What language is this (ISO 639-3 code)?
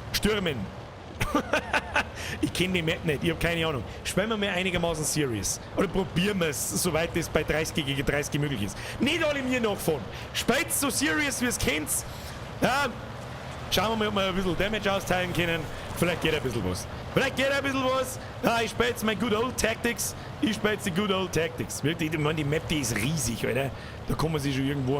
bar